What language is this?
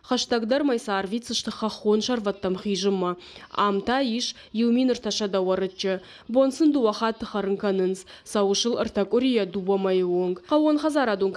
Ossetic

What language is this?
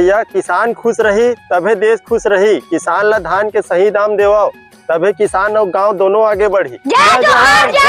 Chhattisgarhi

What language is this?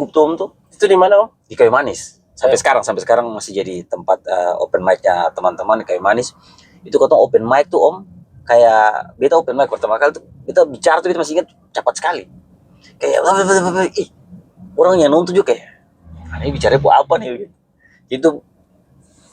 Ambonese Malay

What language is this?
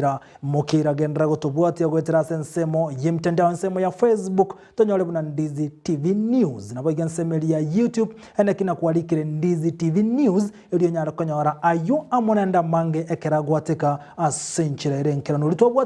Gusii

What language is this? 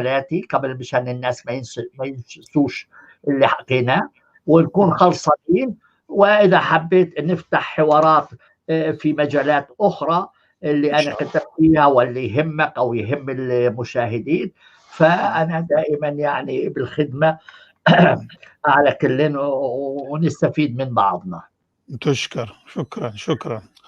North Levantine Arabic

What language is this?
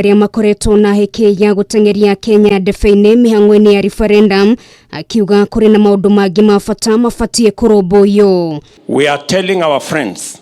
Kikuyu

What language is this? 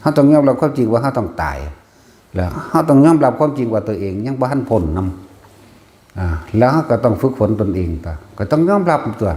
Northeastern Thai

